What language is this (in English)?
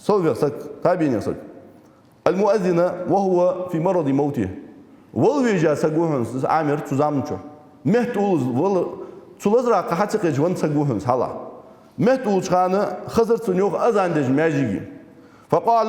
Ingush